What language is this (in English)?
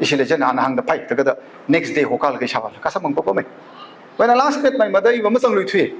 Tangkhul Naga (India)